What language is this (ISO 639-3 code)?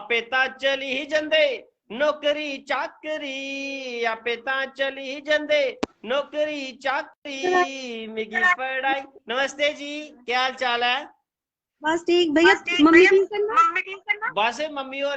doi